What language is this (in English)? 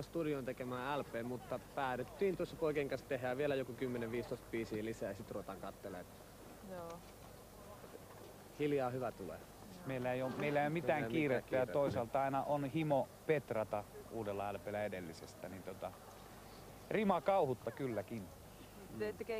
Finnish